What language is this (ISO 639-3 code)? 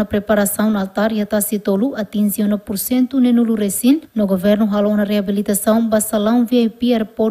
tet